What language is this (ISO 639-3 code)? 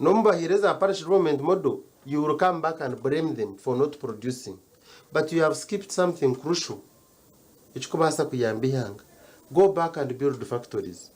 nyn